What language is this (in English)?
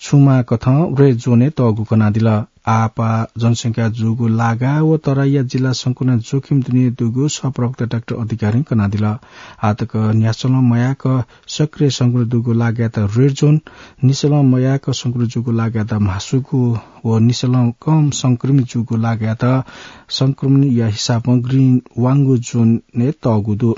Newari